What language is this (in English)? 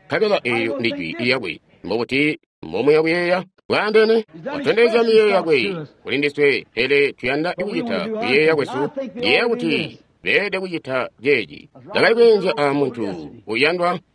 Tonga (Zambia)